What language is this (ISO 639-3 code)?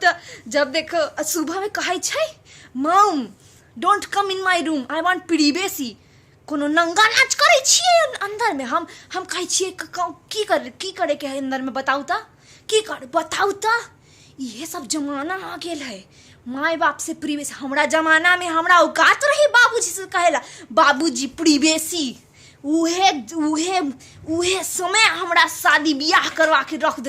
mai